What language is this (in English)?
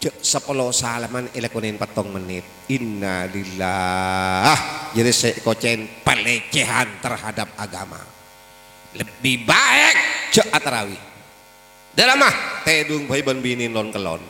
Madurese